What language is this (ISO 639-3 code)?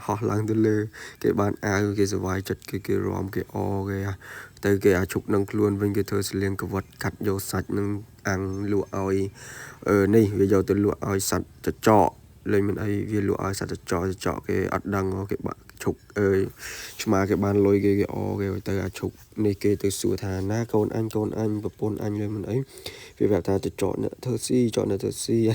khm